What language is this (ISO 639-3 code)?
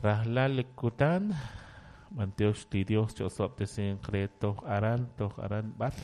kek